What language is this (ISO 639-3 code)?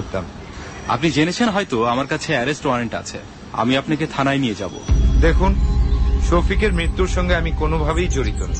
ben